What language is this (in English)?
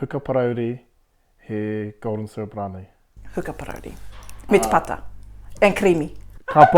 Māori